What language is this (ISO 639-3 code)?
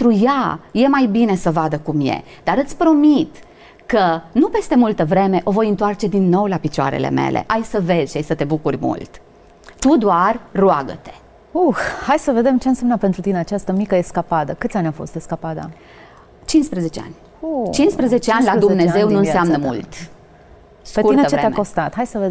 ron